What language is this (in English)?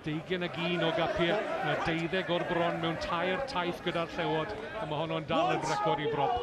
Welsh